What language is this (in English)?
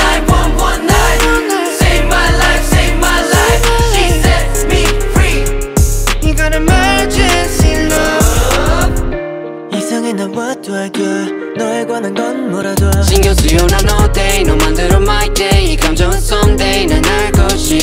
Korean